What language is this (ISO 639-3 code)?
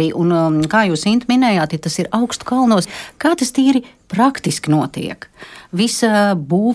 lav